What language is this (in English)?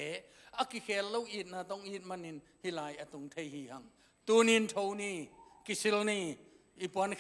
Tedim Chin